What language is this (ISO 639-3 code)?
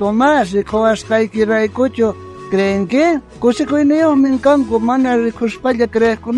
quh